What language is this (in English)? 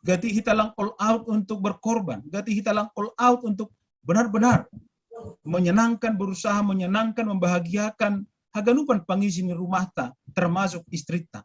Batak Simalungun